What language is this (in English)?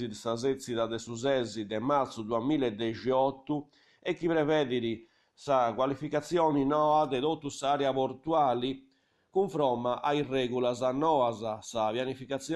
Sardinian